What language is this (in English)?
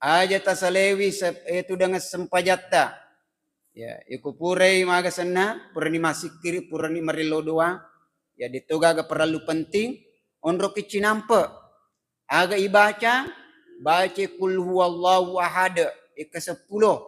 Buginese